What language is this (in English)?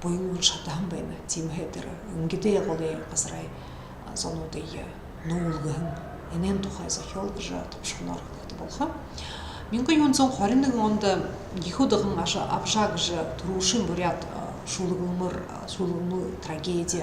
Buriat